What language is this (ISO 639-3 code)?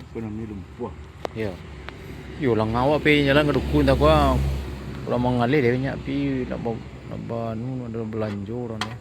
min